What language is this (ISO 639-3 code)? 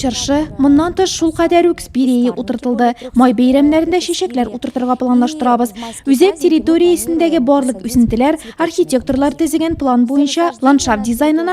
tat